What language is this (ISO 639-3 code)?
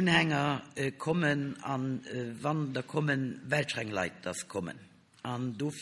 ltz